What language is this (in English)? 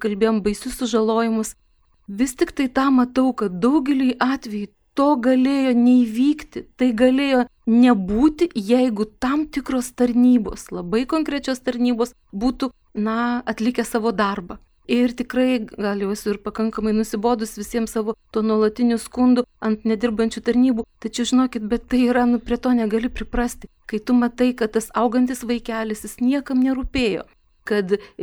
Lithuanian